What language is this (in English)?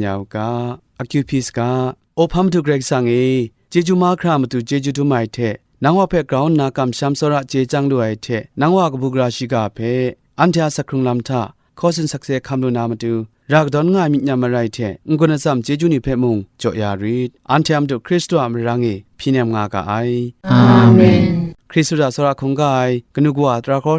Kachin